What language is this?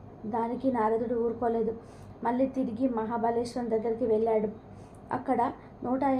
Telugu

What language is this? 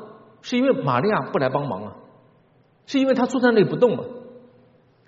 Chinese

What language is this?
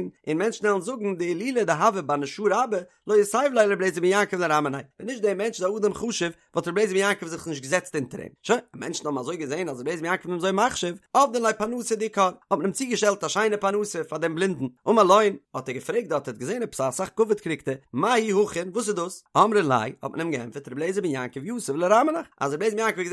Yiddish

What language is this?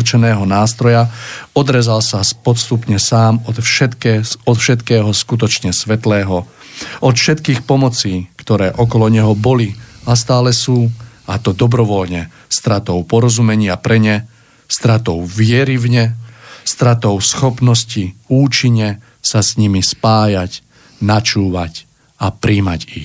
Slovak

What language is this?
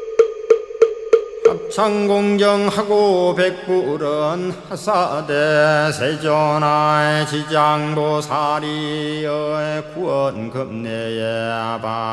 Korean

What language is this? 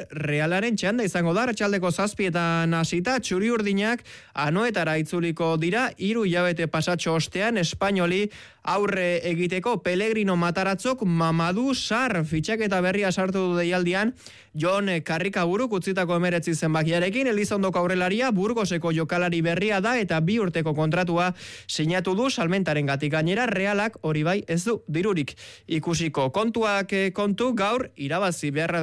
Basque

